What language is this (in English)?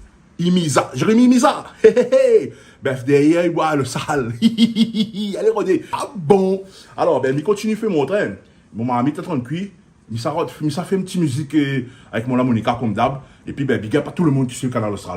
Réunion Creole French